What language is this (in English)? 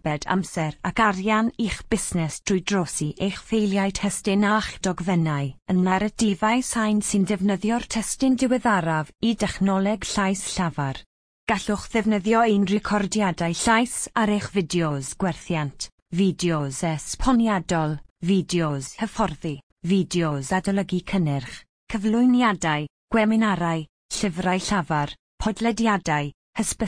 Welsh